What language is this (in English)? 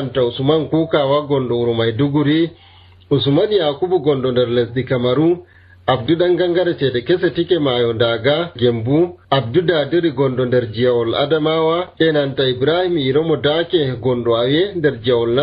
Nigerian Fulfulde